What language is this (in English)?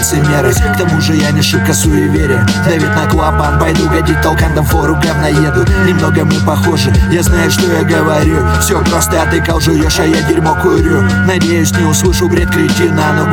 Russian